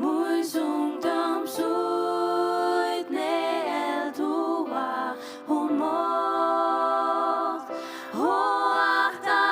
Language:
Faroese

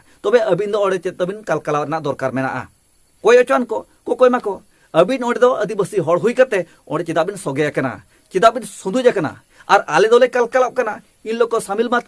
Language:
Santali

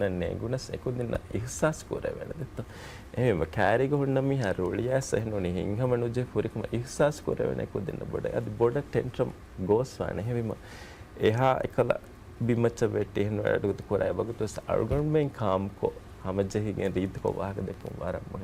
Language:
Divehi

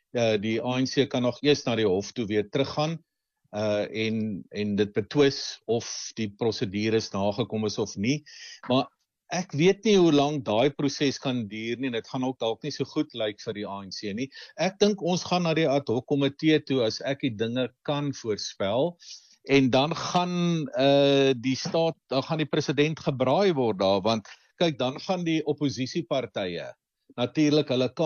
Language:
Afrikaans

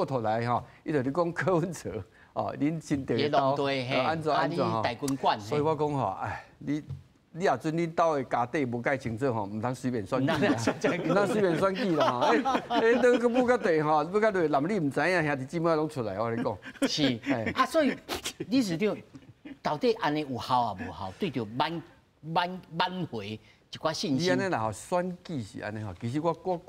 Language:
Min Nan Chinese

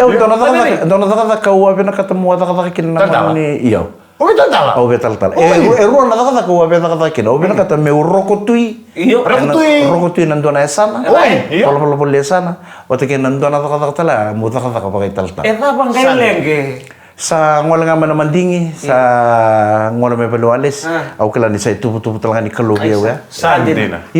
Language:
Fijian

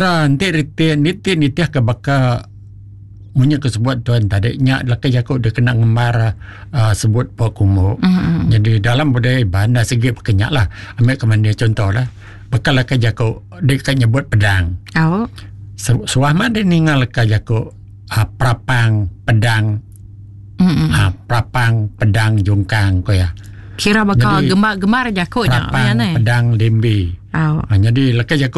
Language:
Iban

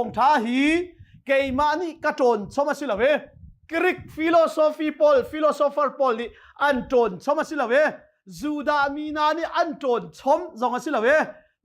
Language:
Hakha Chin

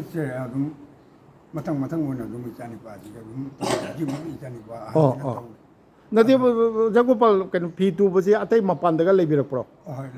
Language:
Manipuri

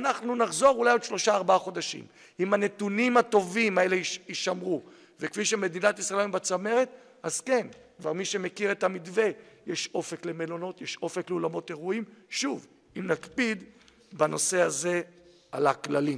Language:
Hebrew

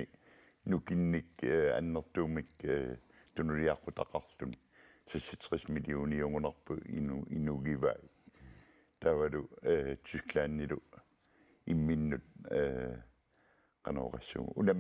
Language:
Kalaallisut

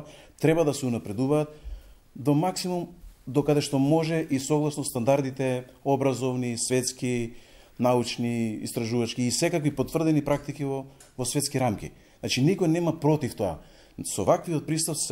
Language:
Macedonian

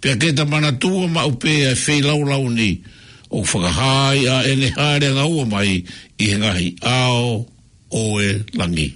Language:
Tongan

